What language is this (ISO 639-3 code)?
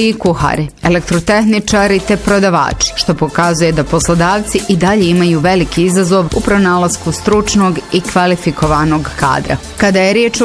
bos